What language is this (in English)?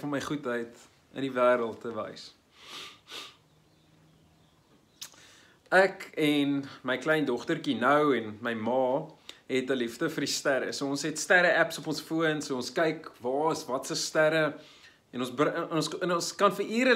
Afrikaans